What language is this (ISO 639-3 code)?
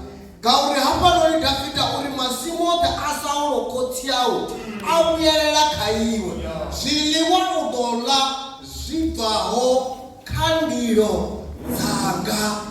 ven